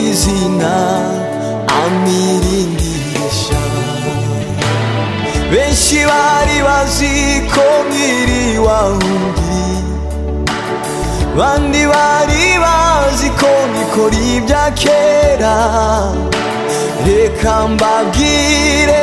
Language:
Kinyarwanda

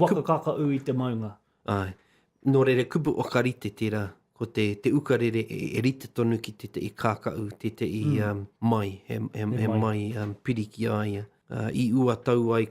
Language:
Māori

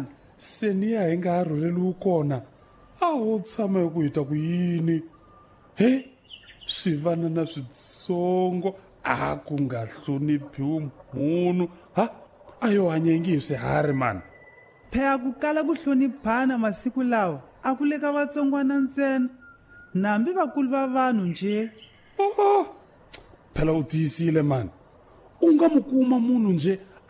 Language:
Tsonga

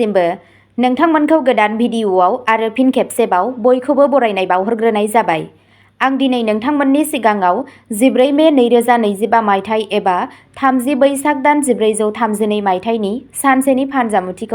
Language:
Bodo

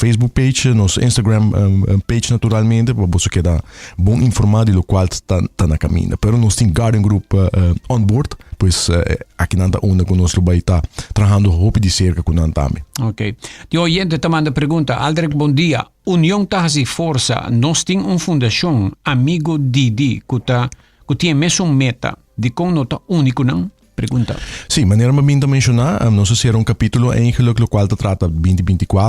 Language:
Papiamento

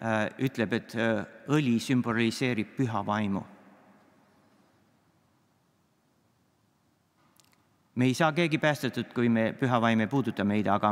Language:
Estonian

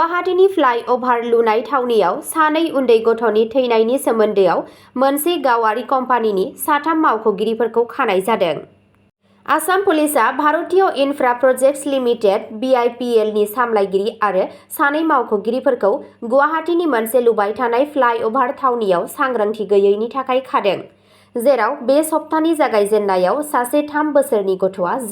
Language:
Bodo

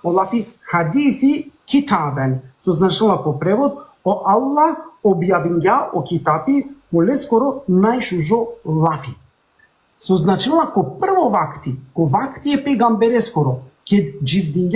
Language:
Balkan Romani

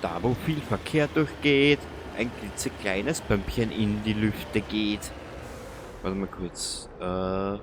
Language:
Bavarian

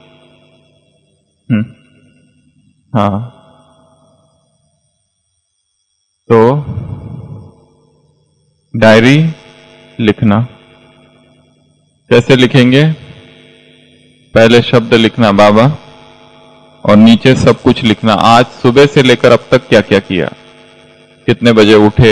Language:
Hindi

